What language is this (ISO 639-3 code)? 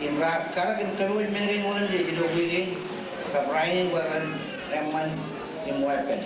mah